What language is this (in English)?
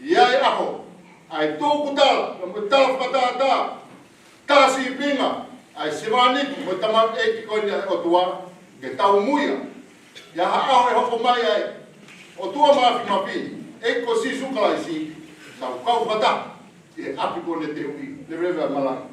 Tongan